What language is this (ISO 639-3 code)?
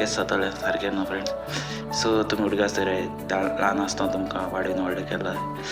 kok